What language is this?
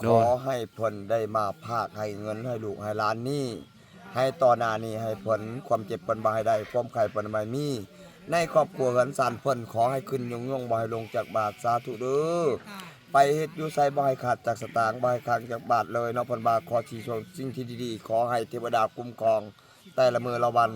Lao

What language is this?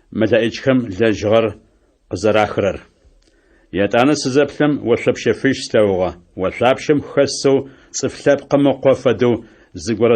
Adyghe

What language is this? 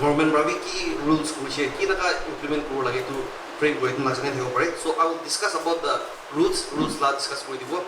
Naga Pidgin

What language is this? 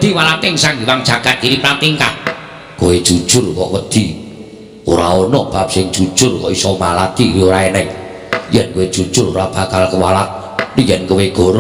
Javanese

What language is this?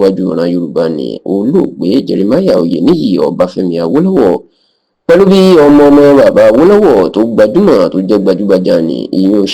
Yoruba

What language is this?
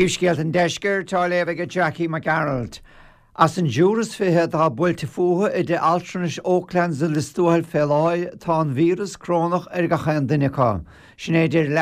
Irish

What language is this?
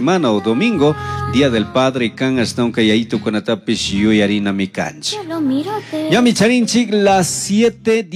Chimborazo Highland Quichua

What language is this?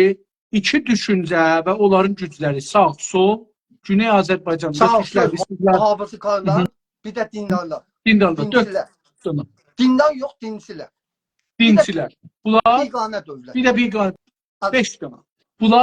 South Azerbaijani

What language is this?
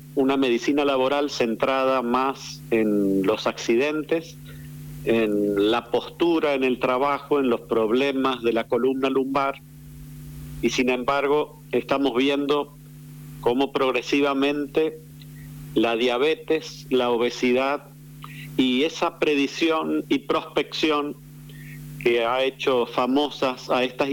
Spanish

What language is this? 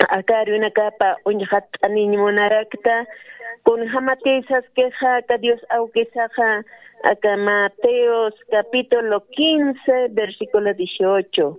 Aymara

